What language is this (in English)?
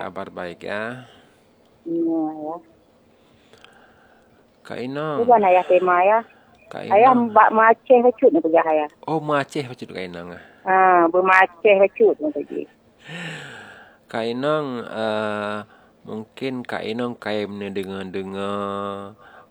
Malay